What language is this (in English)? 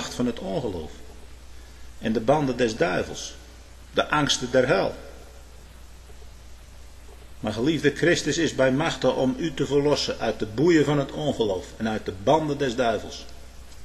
Dutch